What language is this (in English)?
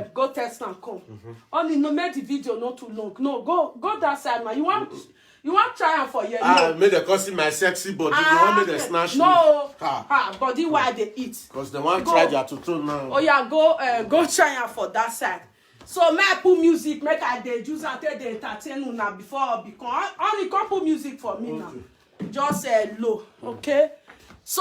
Nigerian Pidgin